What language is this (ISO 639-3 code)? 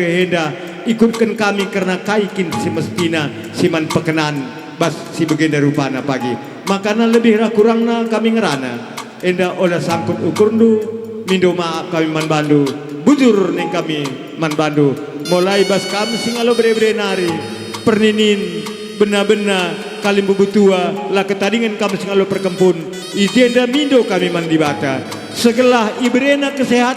btx